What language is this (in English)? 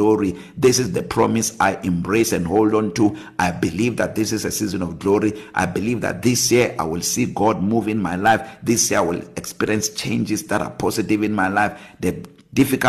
English